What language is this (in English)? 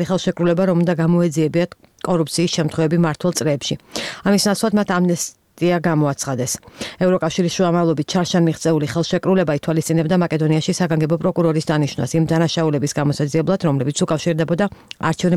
Georgian